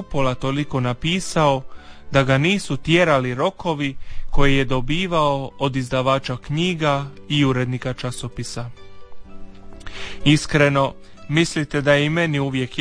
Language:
Croatian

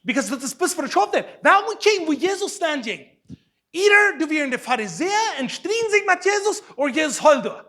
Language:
Plautdietsch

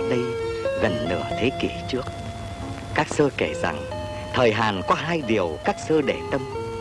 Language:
Vietnamese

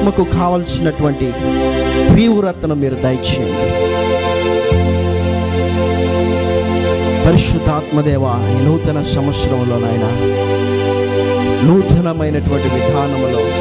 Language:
Telugu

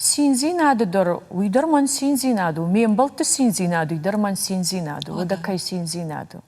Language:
Ossetic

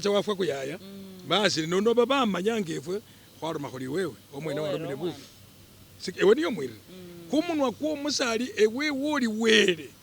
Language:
Masaaba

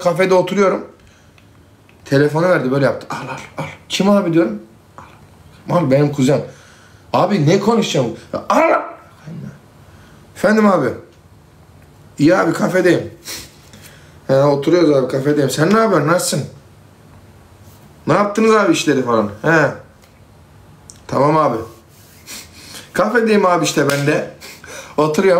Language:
Turkish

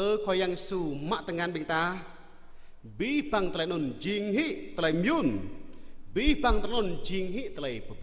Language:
Jarai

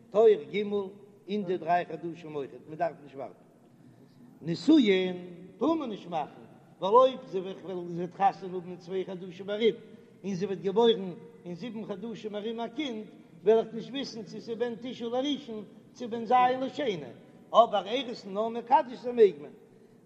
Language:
Yiddish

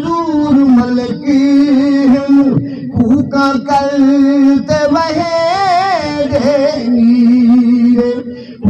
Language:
Saraiki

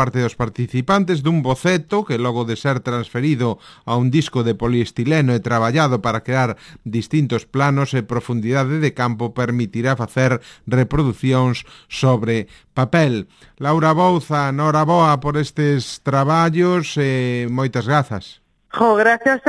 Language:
Galician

